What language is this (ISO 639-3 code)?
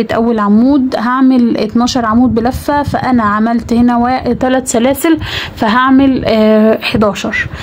arz